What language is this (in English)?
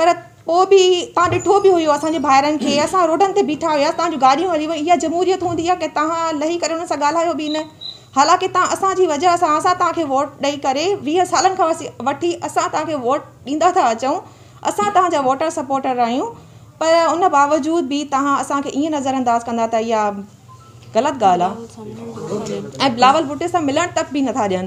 Sindhi